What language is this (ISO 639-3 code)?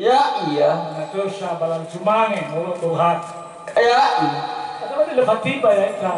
nia